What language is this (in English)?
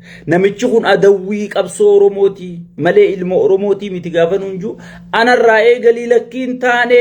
Oromo